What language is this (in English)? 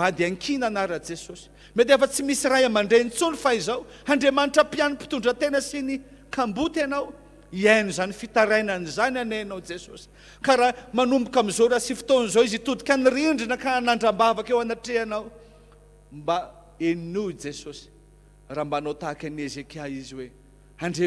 Malagasy